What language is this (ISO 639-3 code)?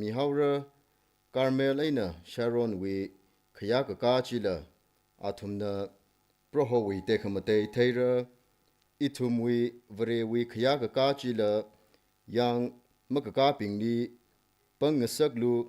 nmf